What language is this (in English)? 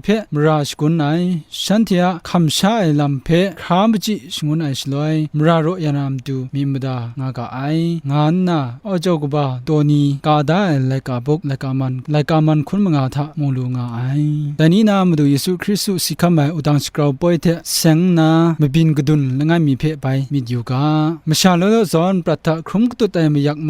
Kachin